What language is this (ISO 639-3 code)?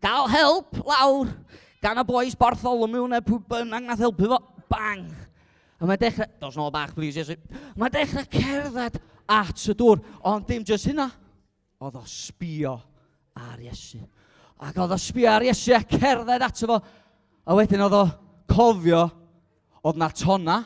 cym